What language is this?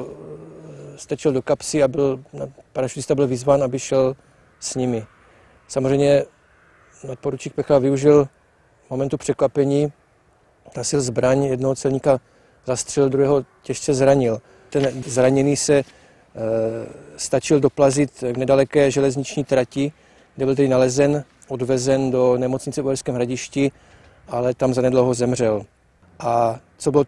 Czech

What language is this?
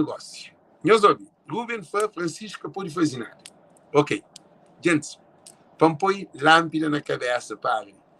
Kabuverdianu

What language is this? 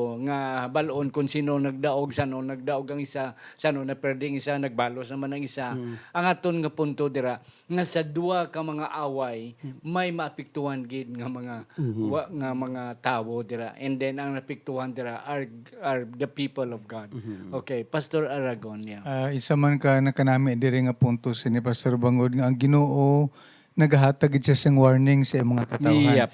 Hiligaynon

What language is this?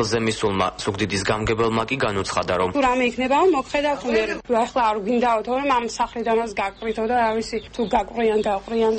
Georgian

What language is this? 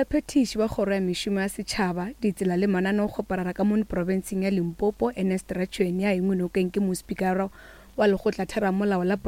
Northern Sotho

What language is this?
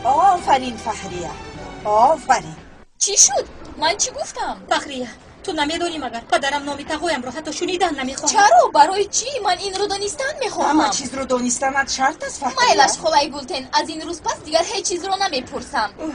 Tajik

